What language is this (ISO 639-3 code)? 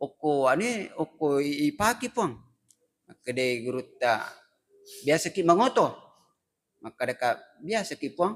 bug